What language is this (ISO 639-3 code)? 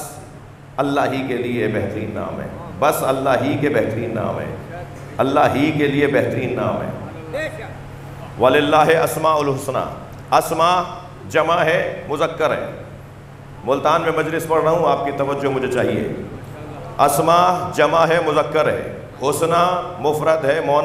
urd